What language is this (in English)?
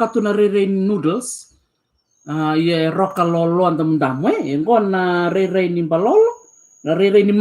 Fijian